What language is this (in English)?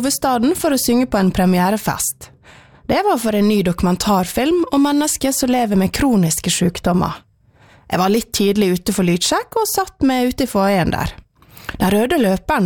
Norwegian